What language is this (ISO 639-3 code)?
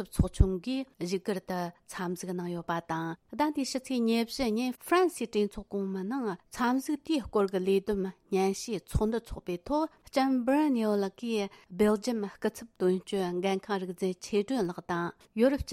bod